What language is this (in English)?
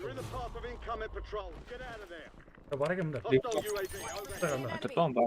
Kara-Kalpak